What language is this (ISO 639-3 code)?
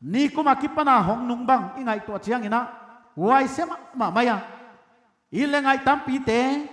pck